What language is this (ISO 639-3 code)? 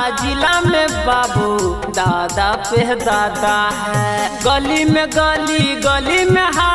bho